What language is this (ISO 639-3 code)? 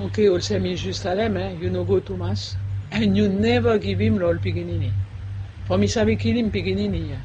bis